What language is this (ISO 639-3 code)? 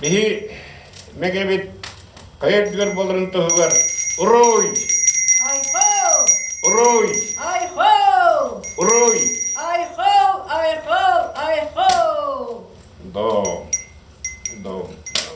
sah